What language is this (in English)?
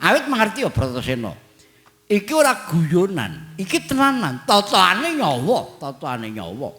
Javanese